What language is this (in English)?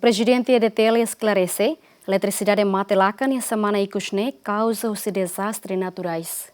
Tetum